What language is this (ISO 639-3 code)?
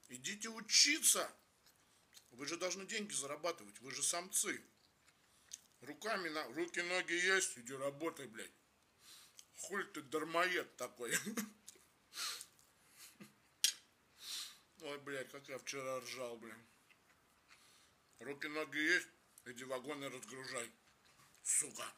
rus